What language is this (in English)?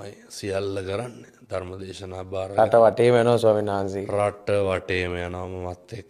Sinhala